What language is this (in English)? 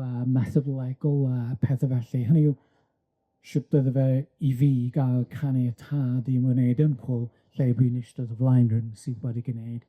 Welsh